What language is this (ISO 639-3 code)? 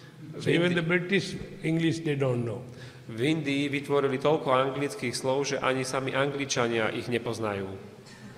slk